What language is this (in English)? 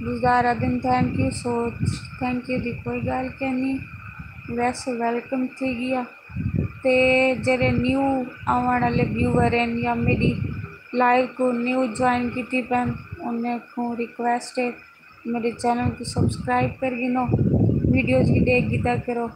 Saraiki